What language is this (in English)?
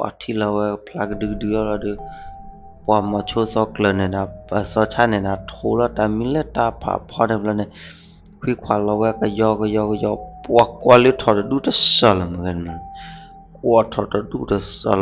S'gaw Karen